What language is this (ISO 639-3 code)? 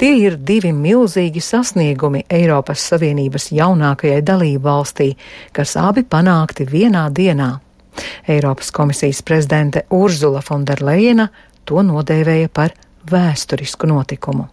lav